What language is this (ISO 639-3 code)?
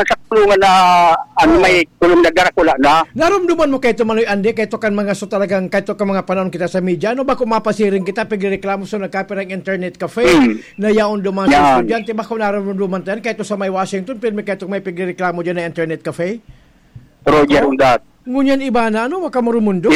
bik